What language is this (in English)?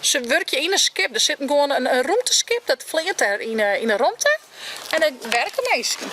Western Frisian